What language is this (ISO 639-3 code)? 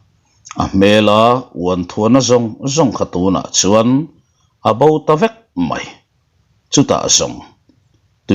lus